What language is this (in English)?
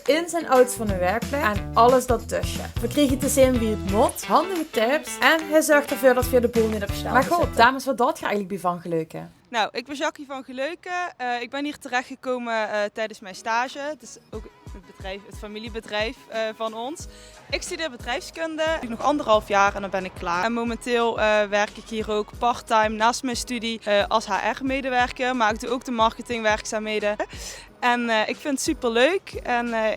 Limburgish